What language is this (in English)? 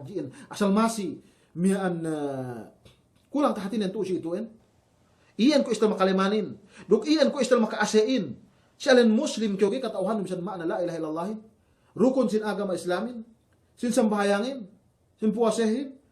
Yakan